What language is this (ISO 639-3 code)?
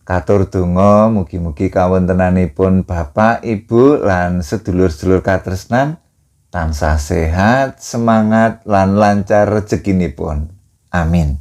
jav